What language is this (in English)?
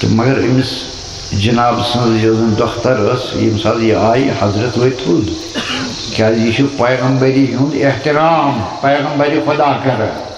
Kashmiri